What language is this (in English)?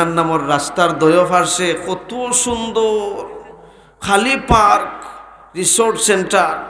Sylheti